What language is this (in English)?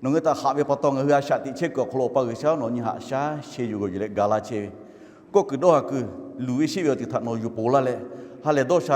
Lahu